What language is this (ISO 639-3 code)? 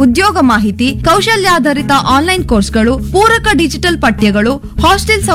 kan